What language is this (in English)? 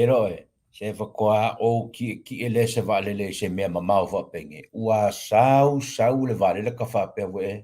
Samoan